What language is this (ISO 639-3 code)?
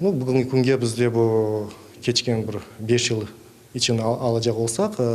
crh